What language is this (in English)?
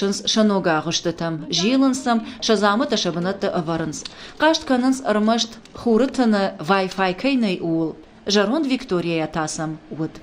Ossetic